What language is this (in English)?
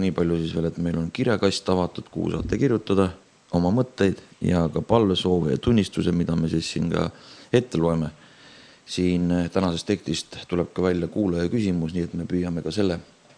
Estonian